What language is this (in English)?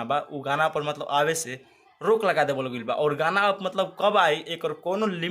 Bhojpuri